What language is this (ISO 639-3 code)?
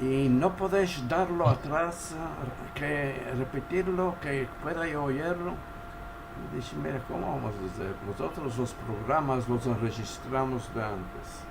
lad